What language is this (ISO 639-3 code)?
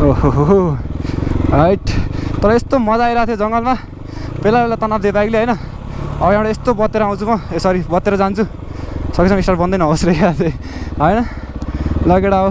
nep